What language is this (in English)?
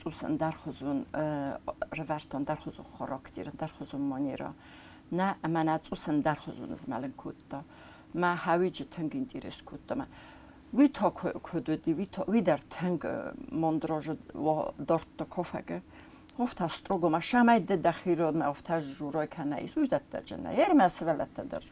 Ossetic